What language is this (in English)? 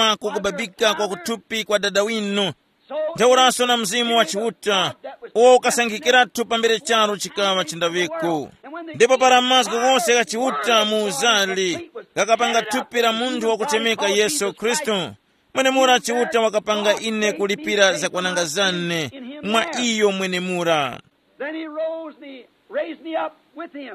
Tumbuka